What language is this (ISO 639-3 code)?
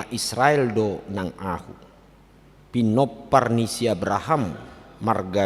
bbc